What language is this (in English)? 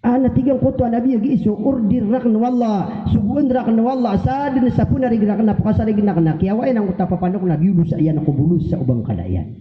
Maranao